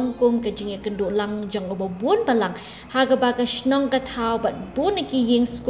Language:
Khasi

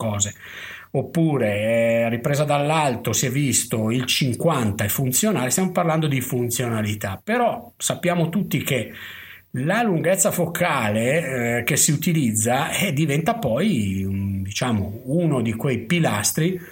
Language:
Italian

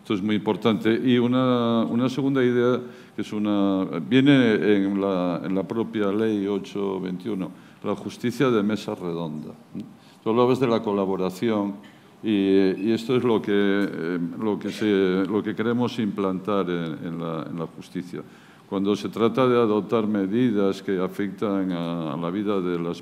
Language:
Spanish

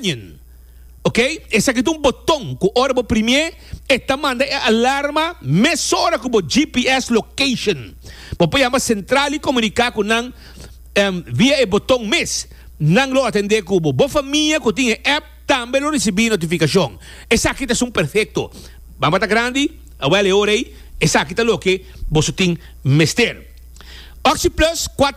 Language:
Papiamento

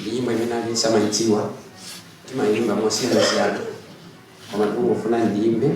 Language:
Nyanja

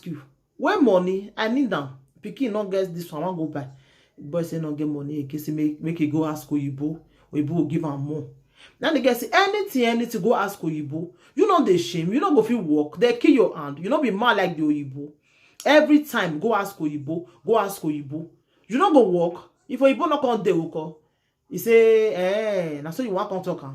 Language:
Nigerian Pidgin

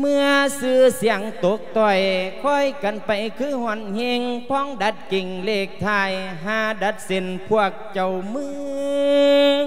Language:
Lao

